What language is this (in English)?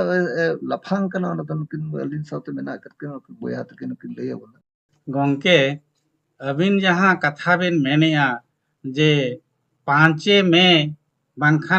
Santali